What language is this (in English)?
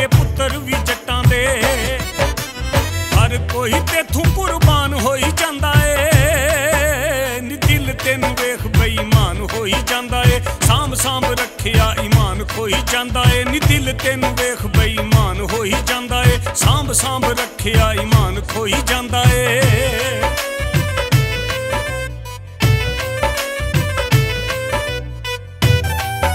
Punjabi